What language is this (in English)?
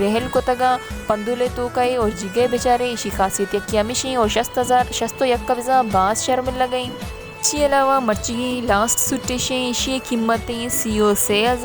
Baluchi